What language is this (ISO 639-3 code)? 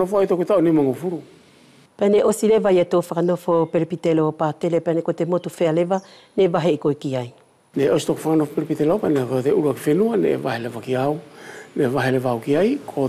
wls